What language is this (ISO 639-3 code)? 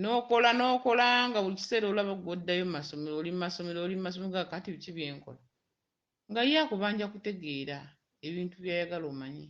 lug